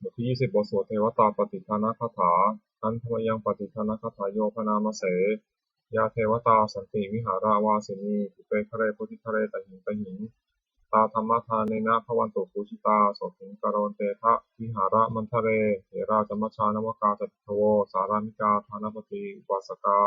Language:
Pali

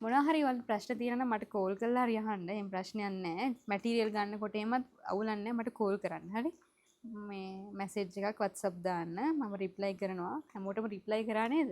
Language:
Sinhala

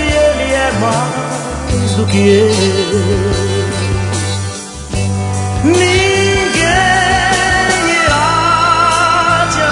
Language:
Portuguese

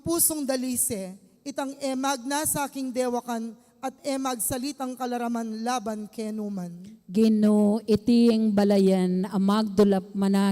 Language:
Pampanga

